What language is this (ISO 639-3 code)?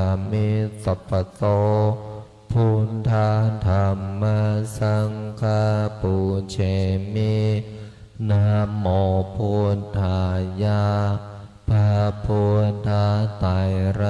pli